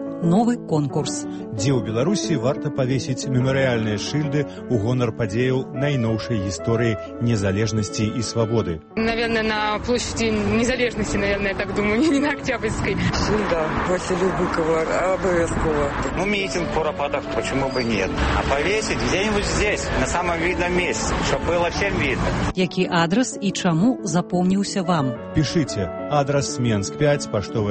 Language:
Belarusian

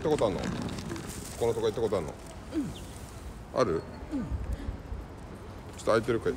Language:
Japanese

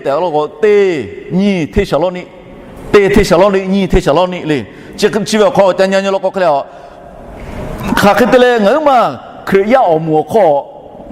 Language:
Lahu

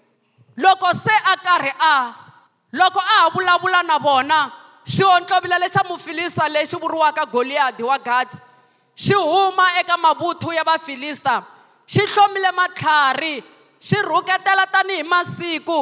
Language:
Tsonga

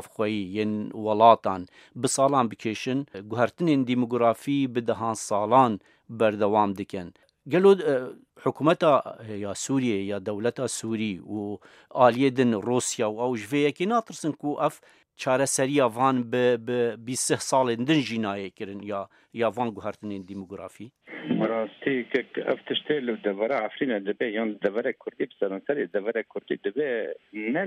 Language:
Kurdish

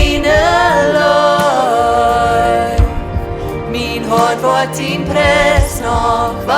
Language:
Plautdietsch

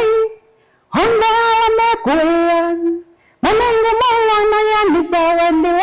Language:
Kamba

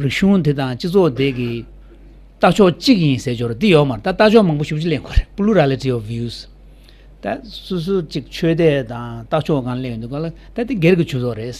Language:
Tibetan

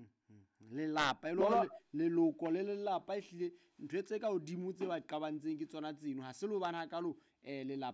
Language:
Southern Sotho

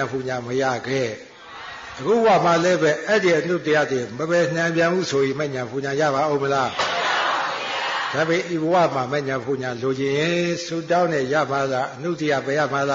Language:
Burmese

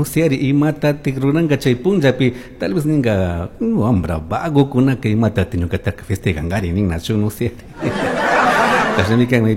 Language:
Chimborazo Highland Quichua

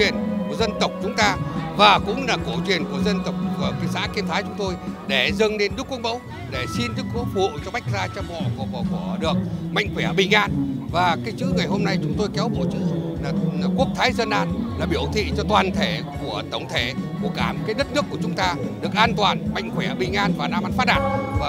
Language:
Vietnamese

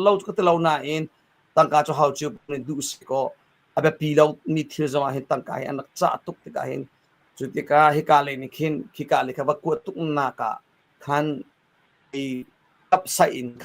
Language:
Hakha Chin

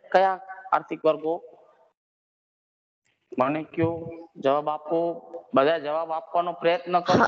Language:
Gujarati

